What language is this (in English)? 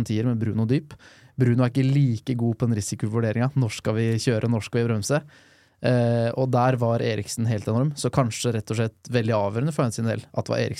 Norwegian